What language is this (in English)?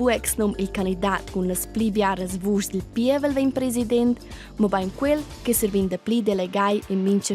Romansh